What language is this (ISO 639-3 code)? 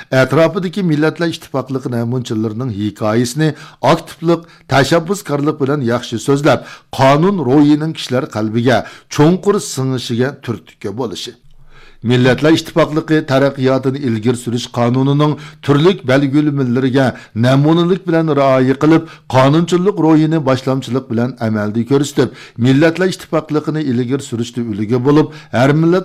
uig